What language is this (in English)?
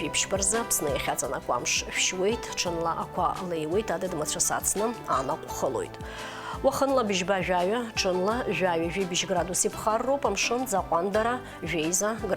Abkhazian